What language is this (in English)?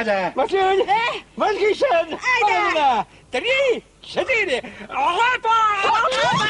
Chuvash